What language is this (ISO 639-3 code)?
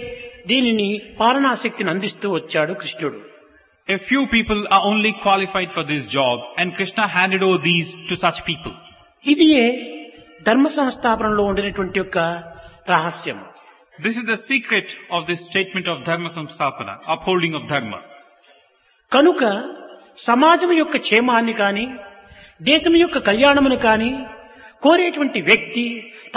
tel